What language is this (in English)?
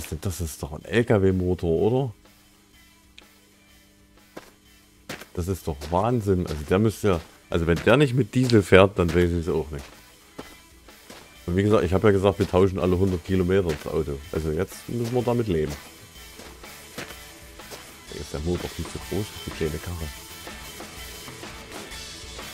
German